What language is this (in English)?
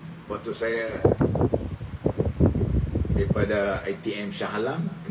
Malay